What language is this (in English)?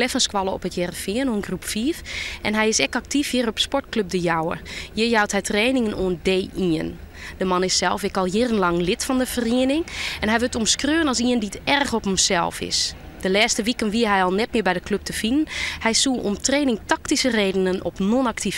Western Frisian